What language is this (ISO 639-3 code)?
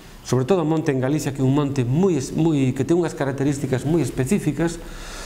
glg